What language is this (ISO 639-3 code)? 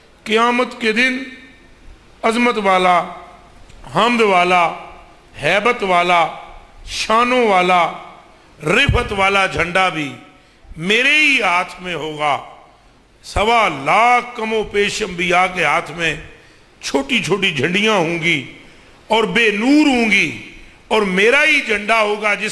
urd